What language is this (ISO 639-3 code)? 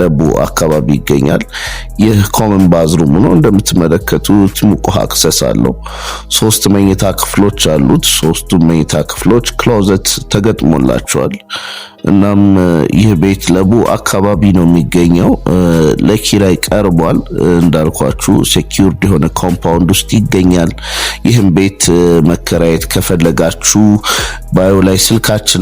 amh